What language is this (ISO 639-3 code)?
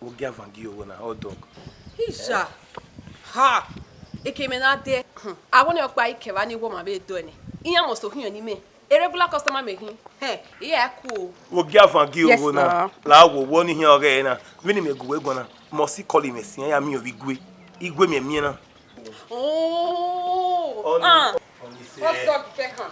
bin